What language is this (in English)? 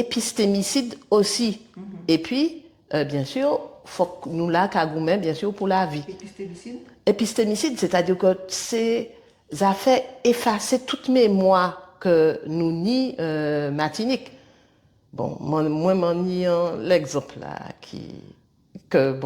Guadeloupean Creole French